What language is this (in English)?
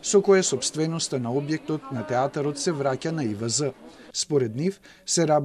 Macedonian